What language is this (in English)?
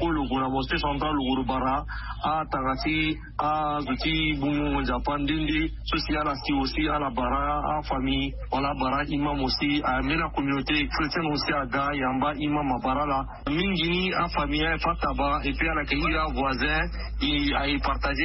Sango